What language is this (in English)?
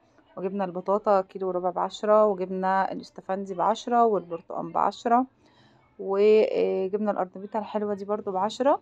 Egyptian Arabic